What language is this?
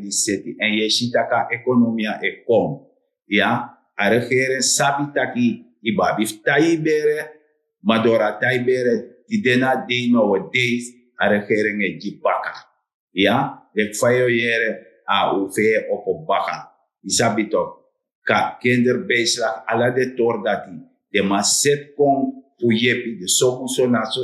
Sranan Tongo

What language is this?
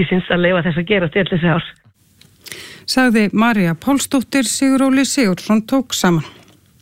Icelandic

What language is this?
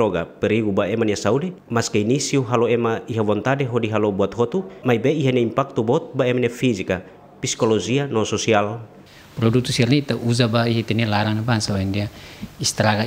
Tetum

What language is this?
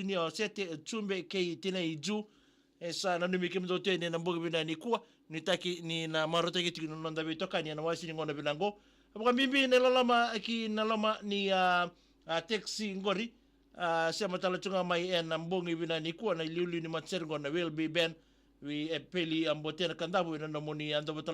Fijian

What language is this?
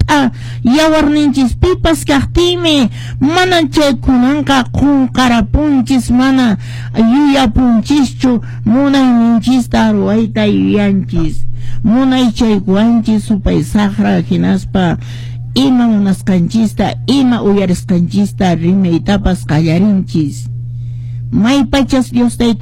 Quechua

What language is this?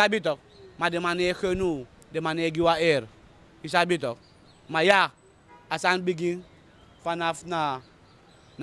Sranan Tongo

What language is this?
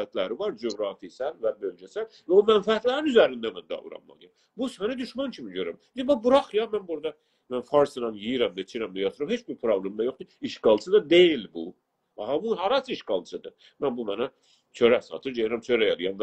South Azerbaijani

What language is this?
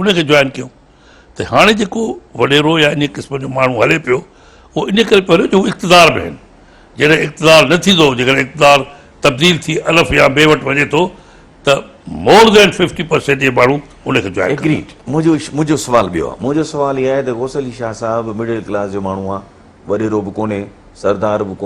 Sindhi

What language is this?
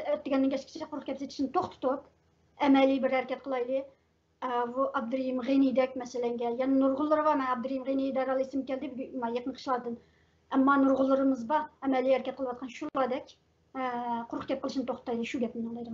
Uyghur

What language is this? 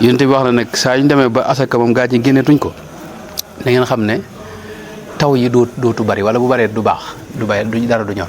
Wolof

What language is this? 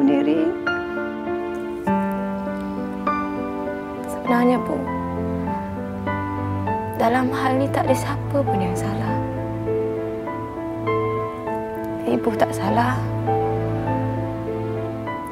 Malay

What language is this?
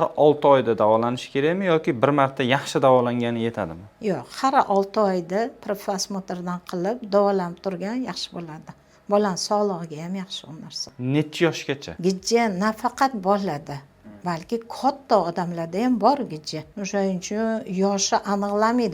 Uzbek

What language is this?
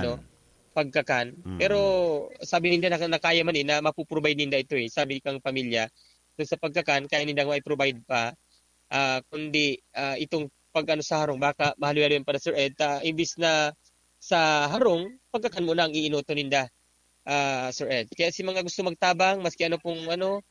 Bikol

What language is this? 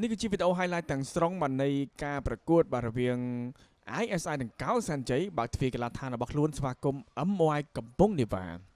Khmer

